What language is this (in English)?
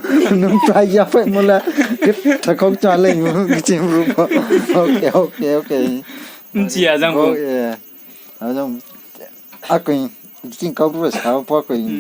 Riang (India)